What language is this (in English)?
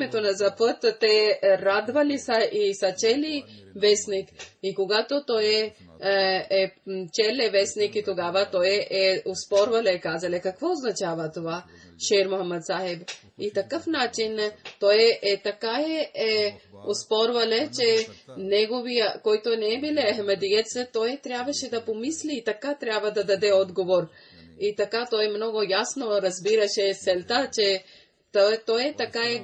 Bulgarian